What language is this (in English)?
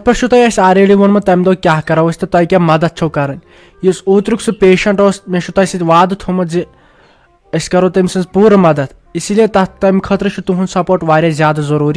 Kashmiri